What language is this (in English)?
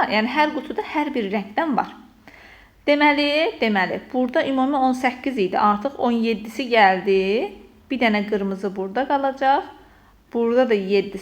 Azerbaijani